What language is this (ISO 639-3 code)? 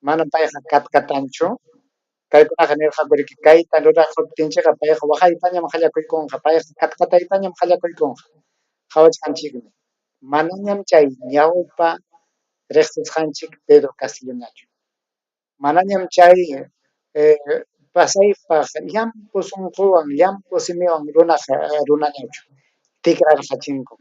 quy